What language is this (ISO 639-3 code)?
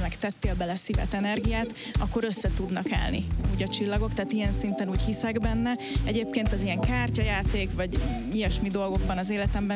hun